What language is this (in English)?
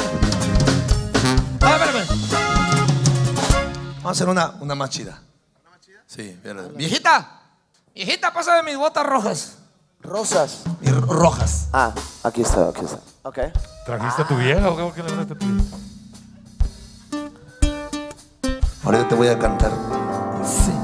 Spanish